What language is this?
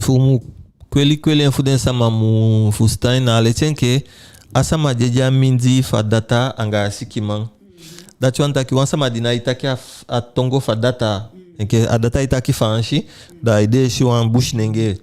Eastern Maroon Creole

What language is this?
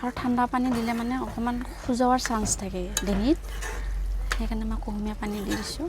Assamese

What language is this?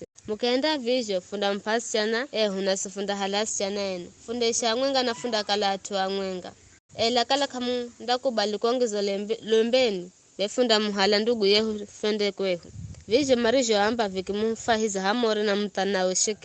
Giryama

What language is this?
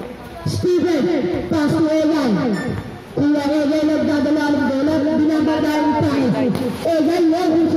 Filipino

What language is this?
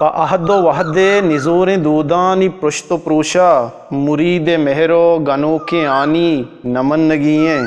Eastern Balochi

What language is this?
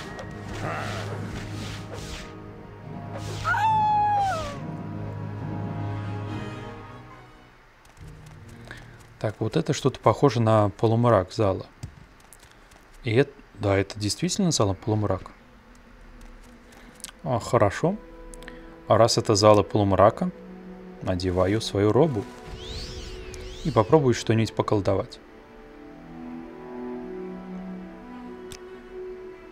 Russian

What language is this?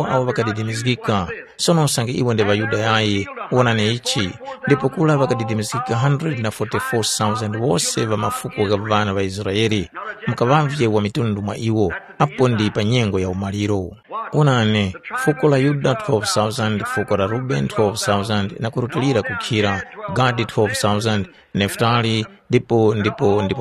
Tumbuka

